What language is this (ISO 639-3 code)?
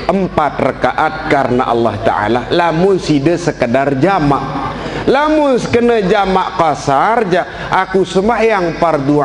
sas